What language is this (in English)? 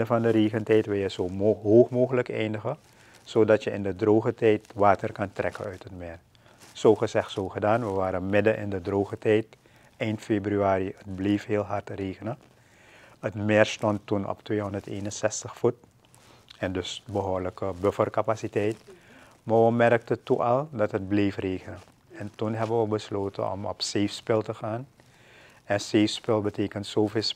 Dutch